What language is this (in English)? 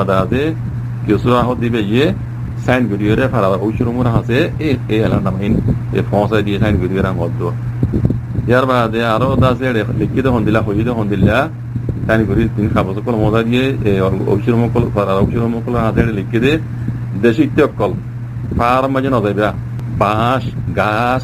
Rohingya